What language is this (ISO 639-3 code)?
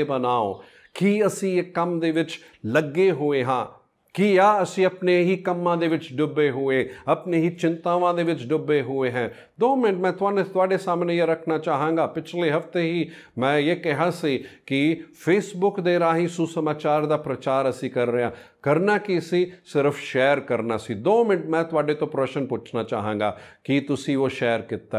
pan